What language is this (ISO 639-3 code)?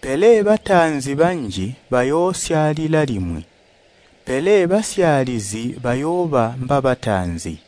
toi